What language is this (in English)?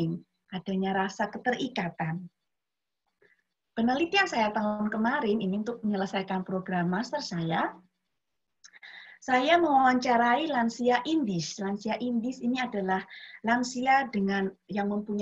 Indonesian